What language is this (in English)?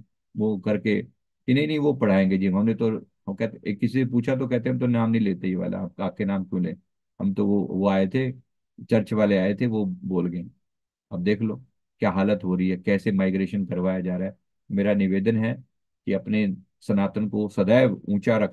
Hindi